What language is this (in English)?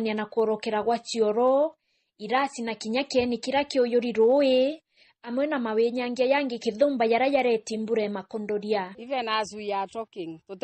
Meru